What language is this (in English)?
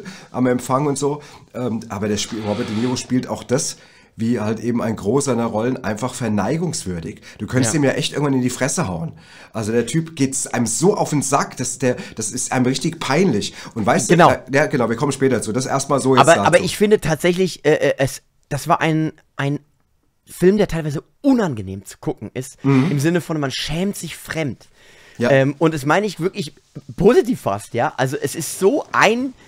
German